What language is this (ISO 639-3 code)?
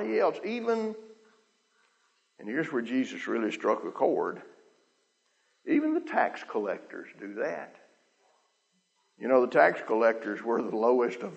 eng